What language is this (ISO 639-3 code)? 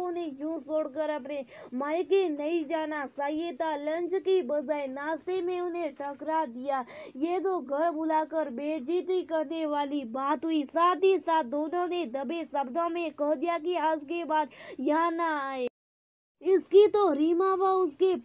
hin